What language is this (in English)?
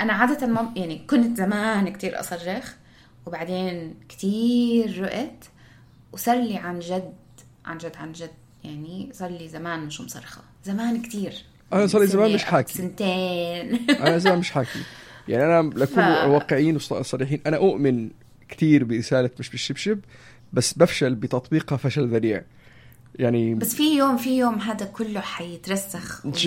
North Levantine Arabic